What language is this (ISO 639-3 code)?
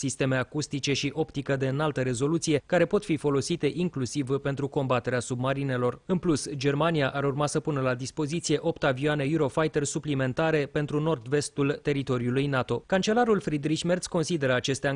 ron